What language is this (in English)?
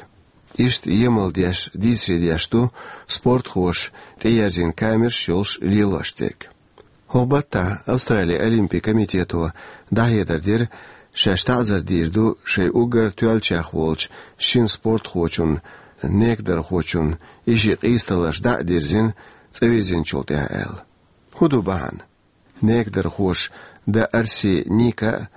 Chechen